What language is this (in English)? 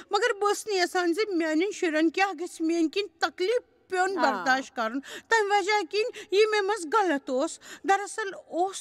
Kashmiri